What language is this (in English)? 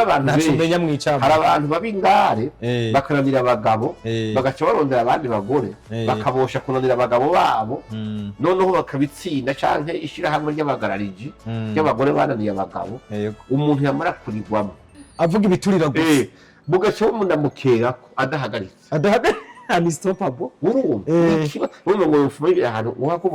Rundi